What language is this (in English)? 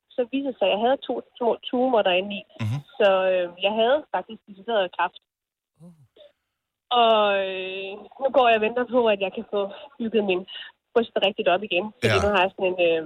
Danish